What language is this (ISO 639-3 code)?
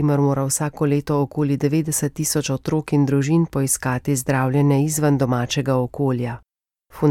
slv